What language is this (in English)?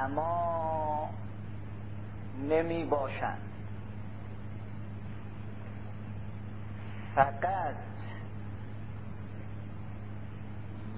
Persian